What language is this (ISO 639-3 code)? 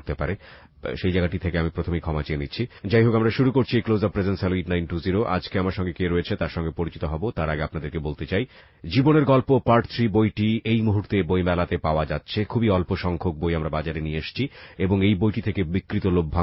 ben